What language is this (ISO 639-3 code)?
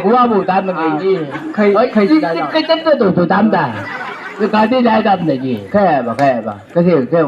nbc